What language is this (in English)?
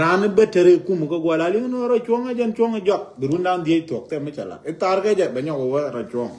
Nuer